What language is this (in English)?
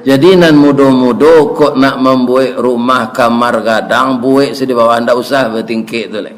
Minangkabau